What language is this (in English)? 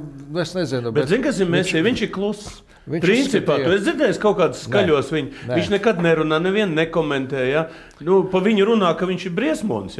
Latvian